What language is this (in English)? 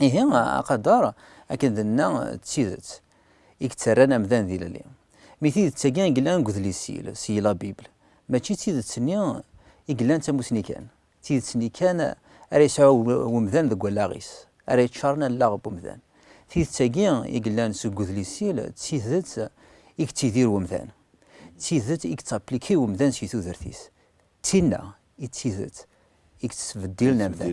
Kabyle